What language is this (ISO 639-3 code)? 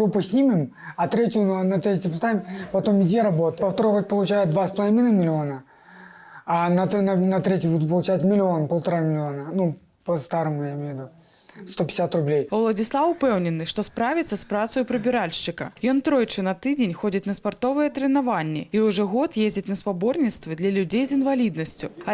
bel